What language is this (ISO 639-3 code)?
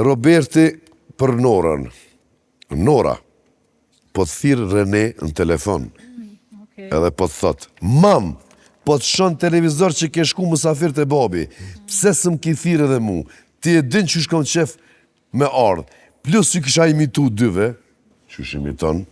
sqi